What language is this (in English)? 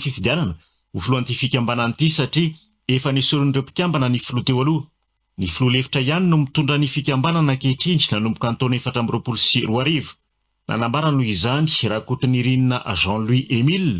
Malagasy